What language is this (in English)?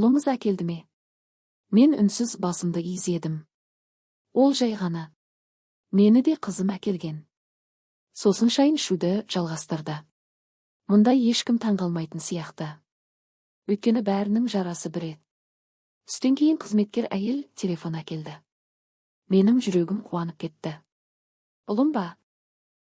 Kazakh